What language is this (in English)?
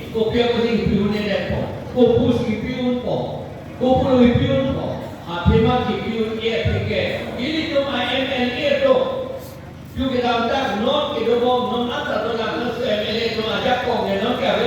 Karbi